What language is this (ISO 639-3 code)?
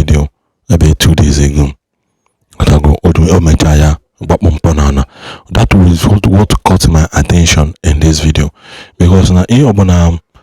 ibo